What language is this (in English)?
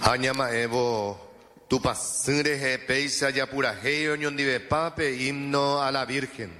Guarani